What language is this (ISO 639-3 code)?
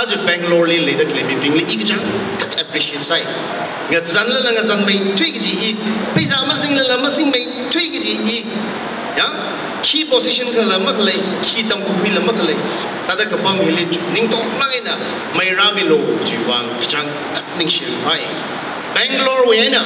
nmf